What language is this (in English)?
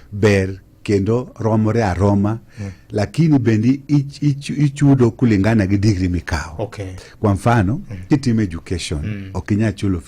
Luo (Kenya and Tanzania)